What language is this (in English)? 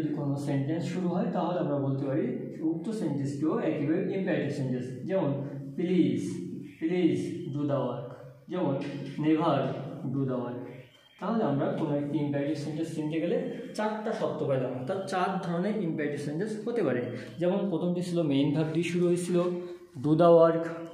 Bangla